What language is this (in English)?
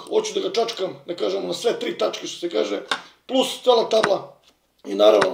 Serbian